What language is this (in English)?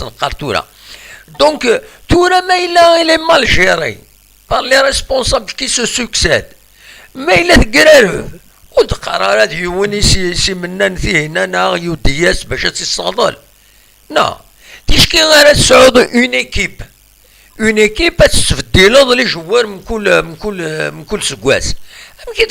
Kabyle